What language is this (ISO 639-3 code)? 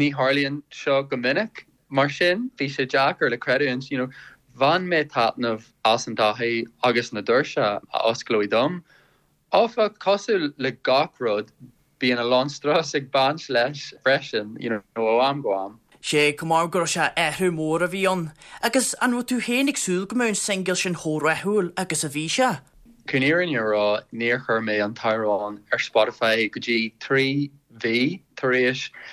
gle